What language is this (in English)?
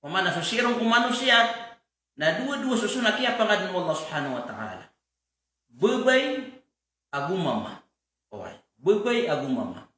Maranao